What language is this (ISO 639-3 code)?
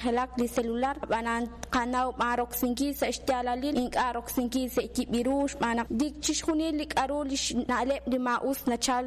kek